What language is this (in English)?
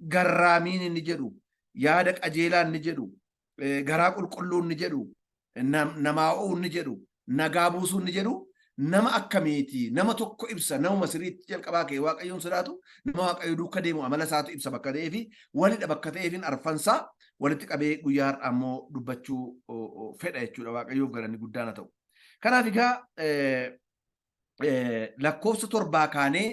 Oromo